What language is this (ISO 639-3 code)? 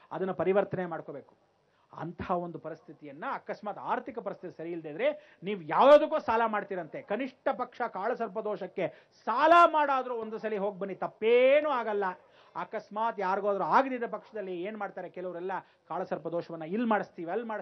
kan